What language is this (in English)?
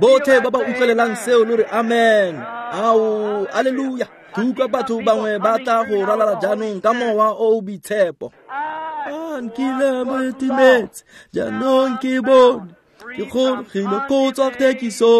Tswana